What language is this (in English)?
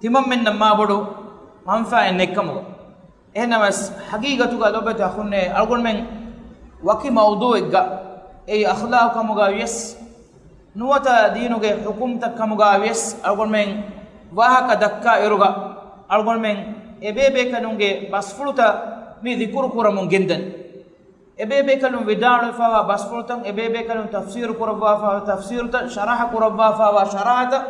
Divehi